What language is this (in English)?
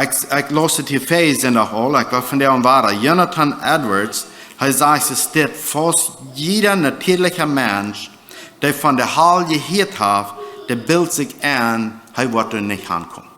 Plautdietsch